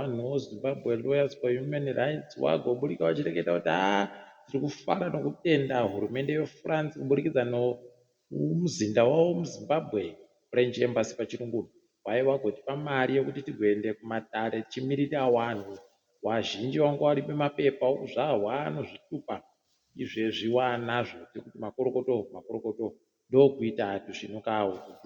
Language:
Ndau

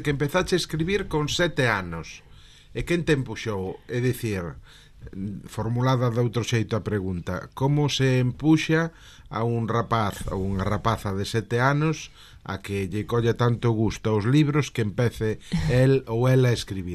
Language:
Galician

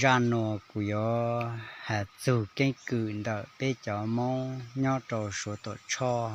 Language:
Hmong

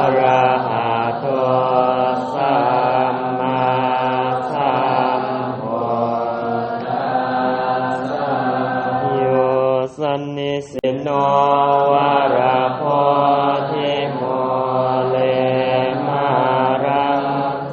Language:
Pali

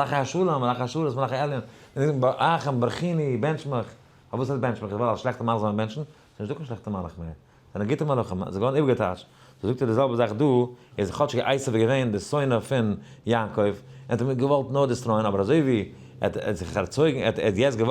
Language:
Yiddish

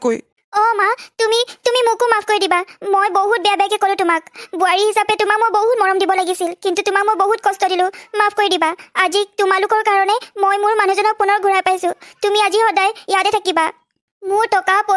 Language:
Assamese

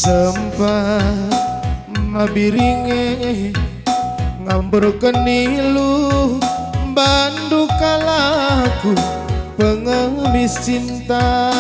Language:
Batak Karo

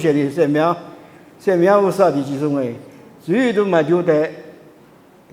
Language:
Lisu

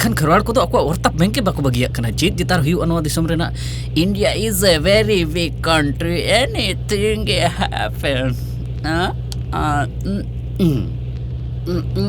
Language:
Santali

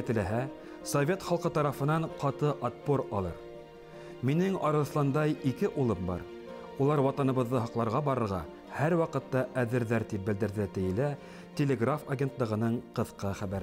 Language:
Bashkir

